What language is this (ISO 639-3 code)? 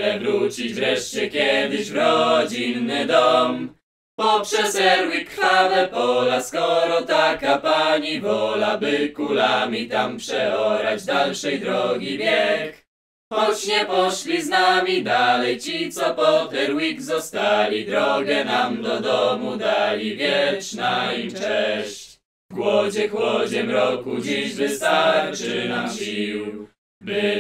pol